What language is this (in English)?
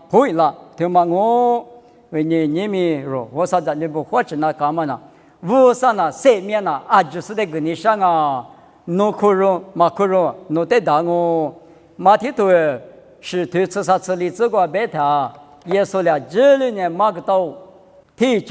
Lisu